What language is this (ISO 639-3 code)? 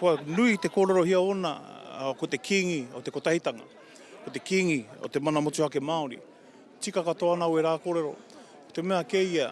mri